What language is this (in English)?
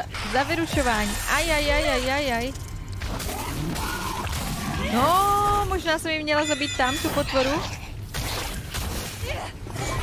Czech